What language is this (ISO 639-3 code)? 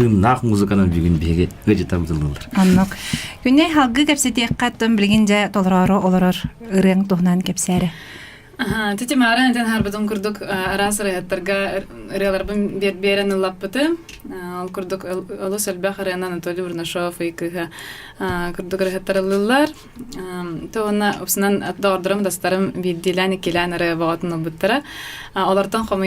sah